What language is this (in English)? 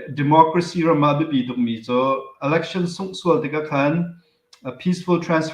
Hakha Chin